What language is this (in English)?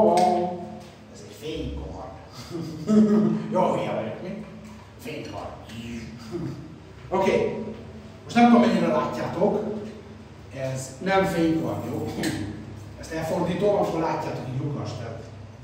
Hungarian